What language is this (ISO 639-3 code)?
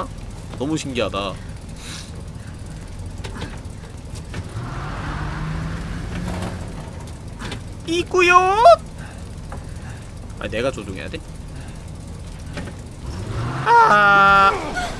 kor